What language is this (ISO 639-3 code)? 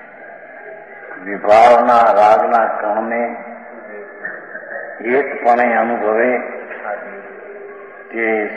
guj